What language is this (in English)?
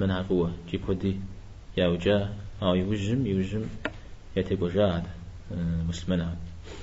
Kabardian